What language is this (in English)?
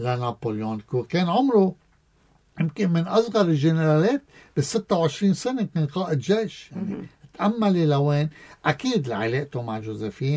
North Levantine Arabic